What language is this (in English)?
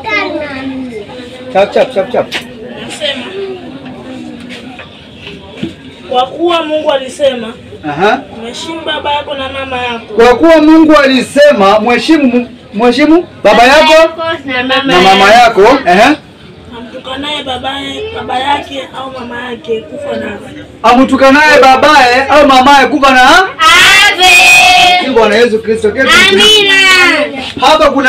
Swahili